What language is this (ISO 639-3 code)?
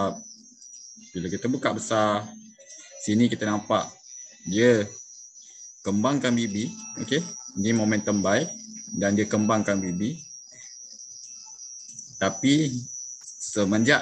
msa